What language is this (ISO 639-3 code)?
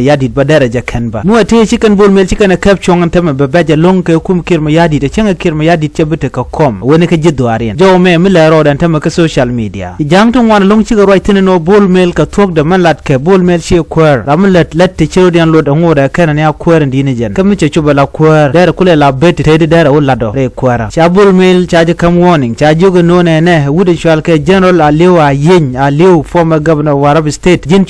nus